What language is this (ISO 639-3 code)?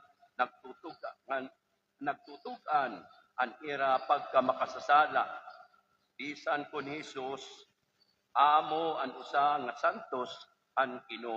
war